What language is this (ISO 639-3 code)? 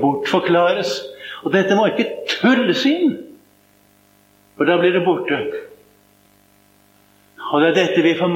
nor